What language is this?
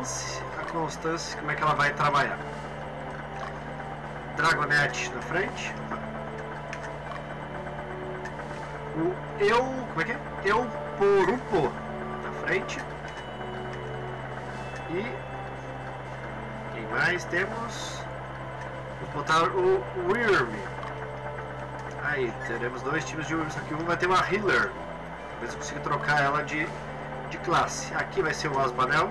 Portuguese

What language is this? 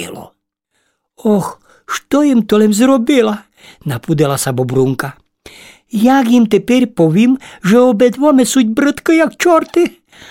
Rusyn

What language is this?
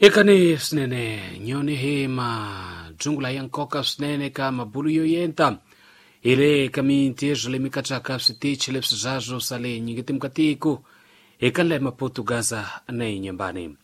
Tsonga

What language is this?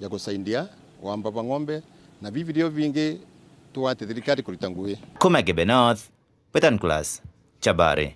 Meru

